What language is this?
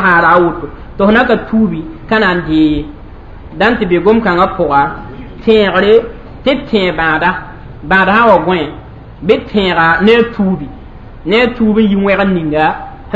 Mossi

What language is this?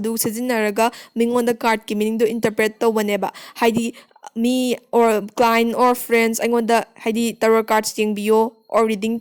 Manipuri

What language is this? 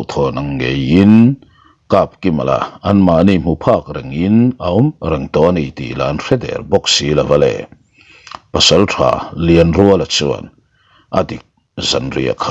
Mizo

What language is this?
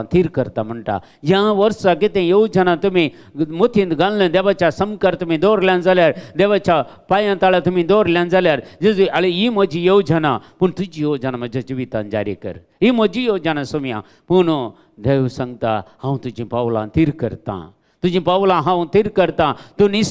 Konkani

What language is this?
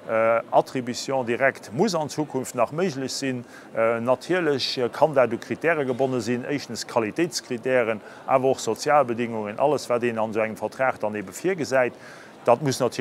Luxembourgish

